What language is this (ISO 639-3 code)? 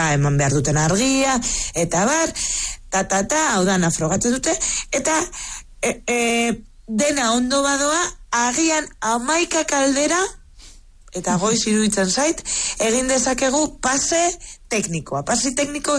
eus